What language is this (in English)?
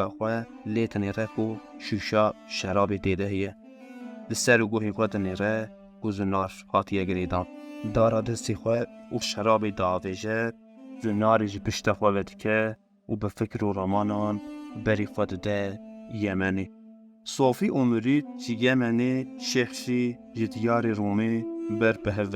Kurdish